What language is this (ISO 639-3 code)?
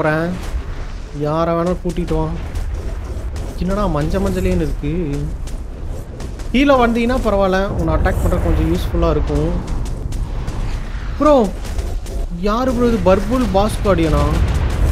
tam